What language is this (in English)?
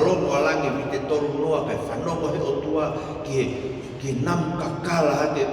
Tongan